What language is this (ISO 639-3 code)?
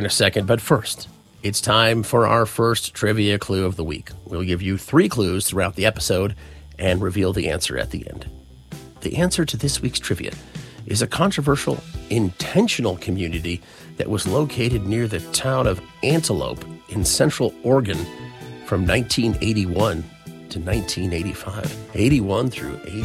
eng